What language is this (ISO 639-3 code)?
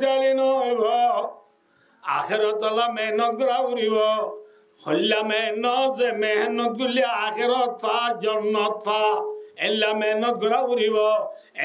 rhg